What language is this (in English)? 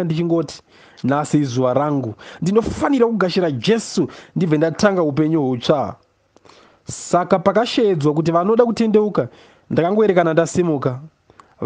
Shona